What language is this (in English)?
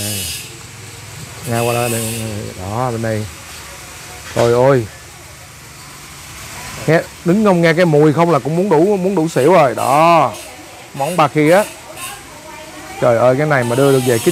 Vietnamese